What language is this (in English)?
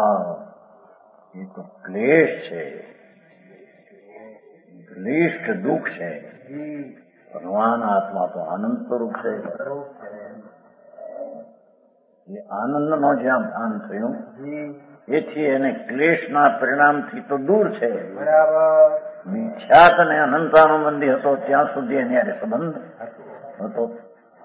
Gujarati